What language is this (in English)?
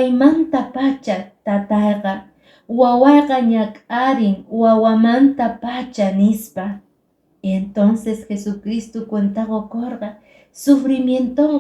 Quechua